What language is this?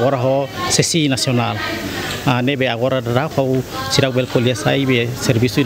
Tetum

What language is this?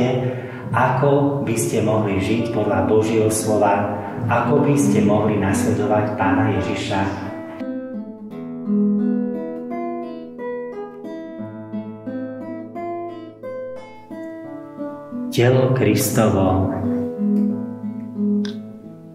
Slovak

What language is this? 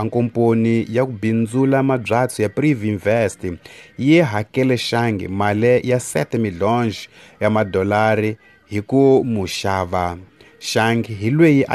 Tsonga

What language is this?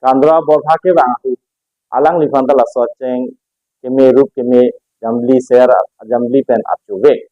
Karbi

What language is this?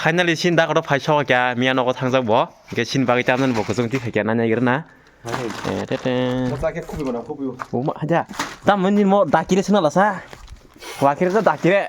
Kok Borok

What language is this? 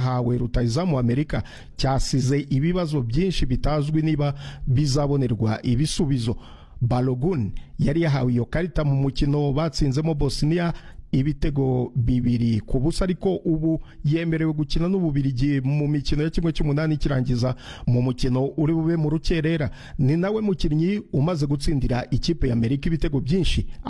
Kinyarwanda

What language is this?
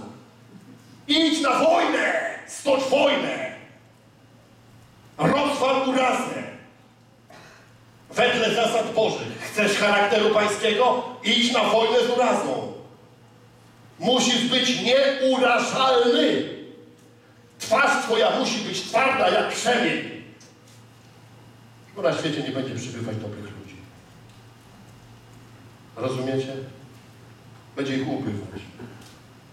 Polish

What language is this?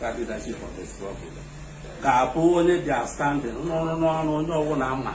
Igbo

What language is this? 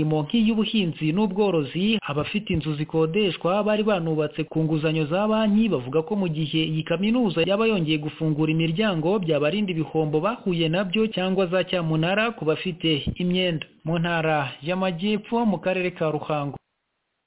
Kinyarwanda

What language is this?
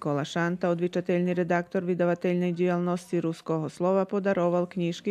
Rusyn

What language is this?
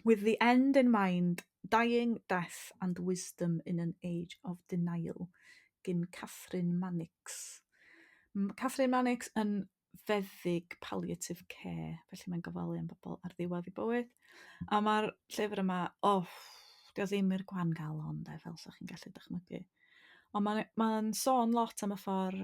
Welsh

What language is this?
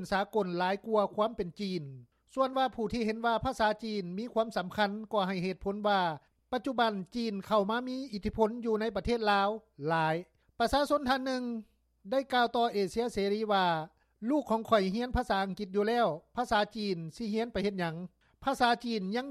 Lao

